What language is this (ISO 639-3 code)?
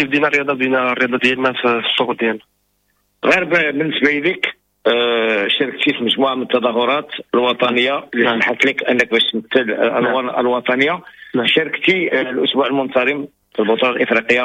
ary